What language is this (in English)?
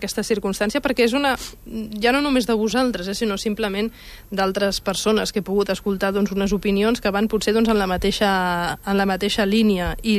Catalan